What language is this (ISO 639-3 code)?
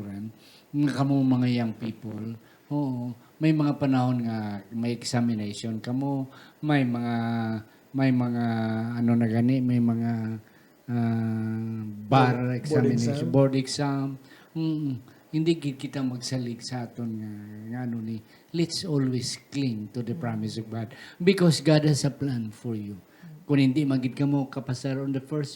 hil